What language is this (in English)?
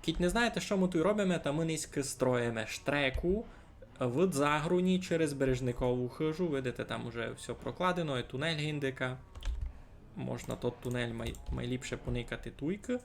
Rusyn